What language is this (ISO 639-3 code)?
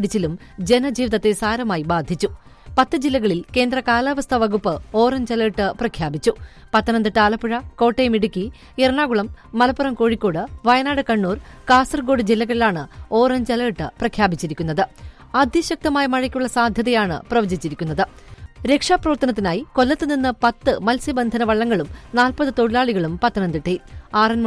mal